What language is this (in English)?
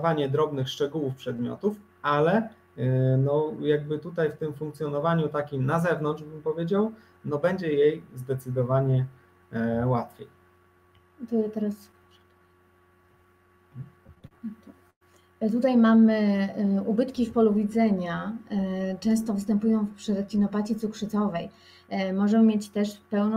Polish